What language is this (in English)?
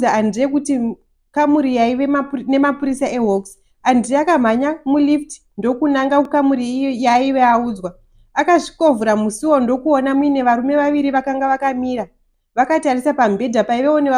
Shona